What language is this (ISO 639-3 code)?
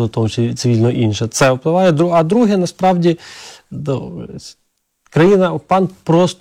ukr